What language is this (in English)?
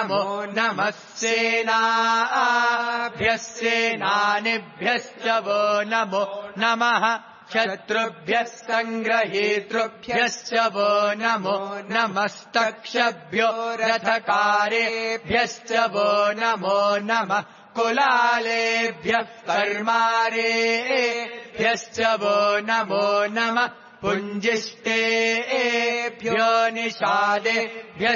Sanskrit